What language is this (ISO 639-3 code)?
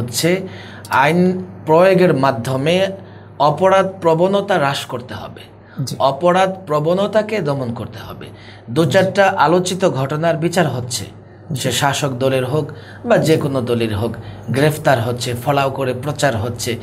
ben